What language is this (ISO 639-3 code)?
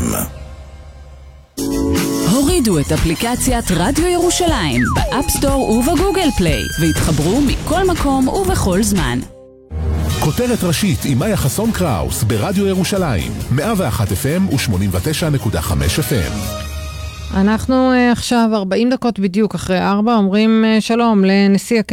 heb